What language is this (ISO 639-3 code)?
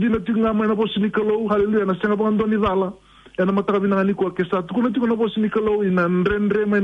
fij